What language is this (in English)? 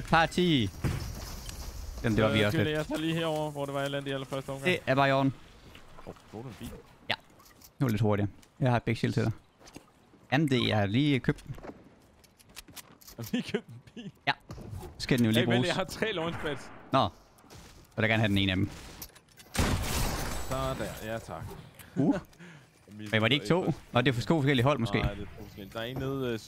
Danish